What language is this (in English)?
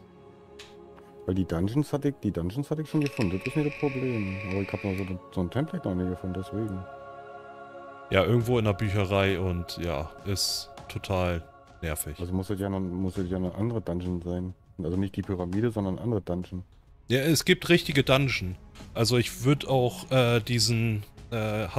German